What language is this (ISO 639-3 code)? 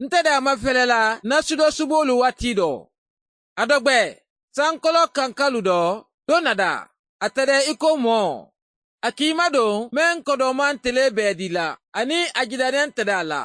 man